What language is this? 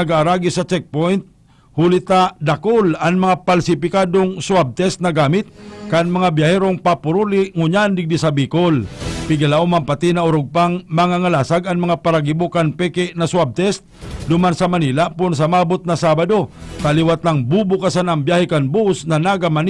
Bikol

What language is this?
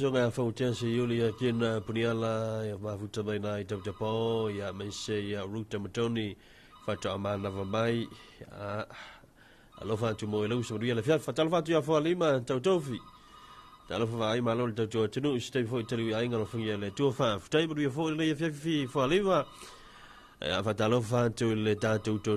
Samoan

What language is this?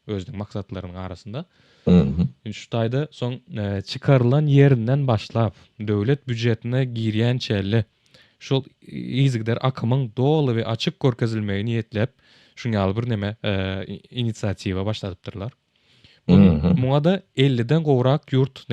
Turkmen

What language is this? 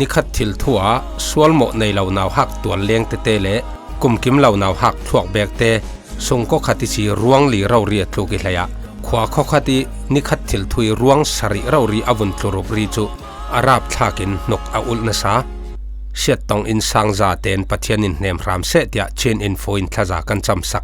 Falam Chin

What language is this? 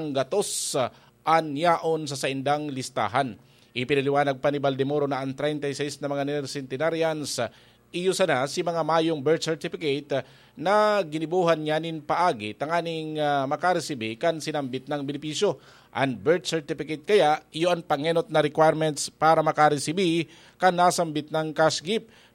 Bikol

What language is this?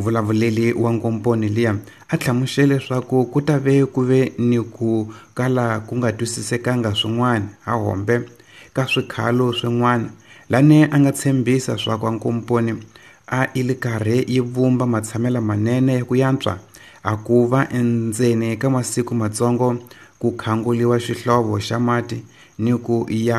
Tsonga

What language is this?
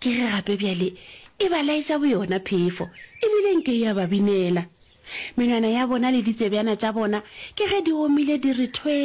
Northern Sotho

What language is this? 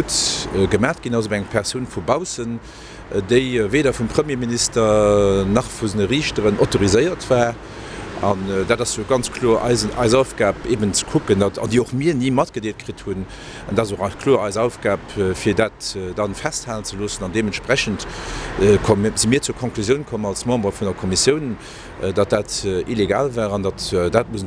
Luxembourgish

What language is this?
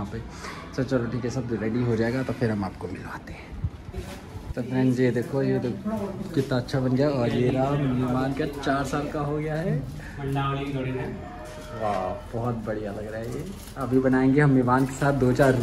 Hindi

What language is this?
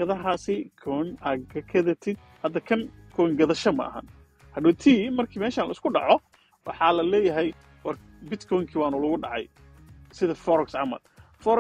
Somali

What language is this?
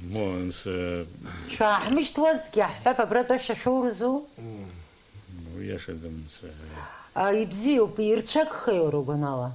Abkhazian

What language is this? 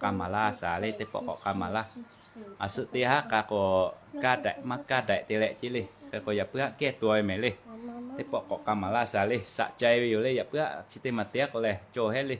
Lahu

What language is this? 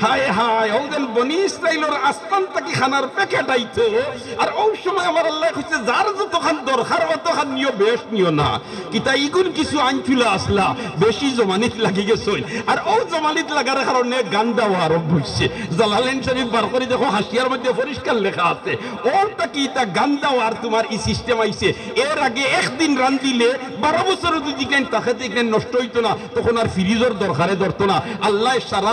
Sylheti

